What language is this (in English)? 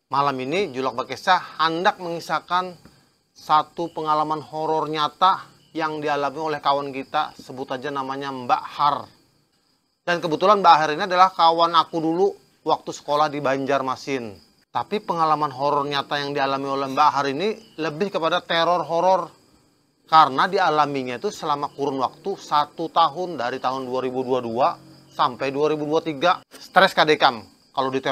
Banjar